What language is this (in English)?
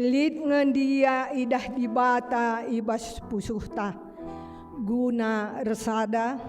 Batak Karo